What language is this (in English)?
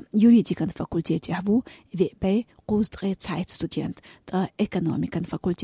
Chechen